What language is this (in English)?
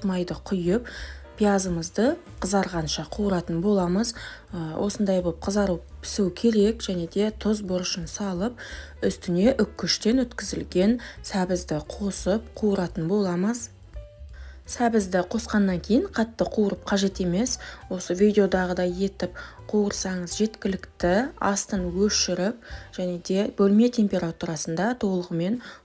Kazakh